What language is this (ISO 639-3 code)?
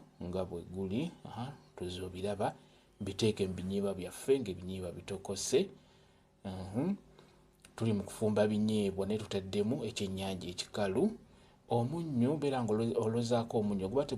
lug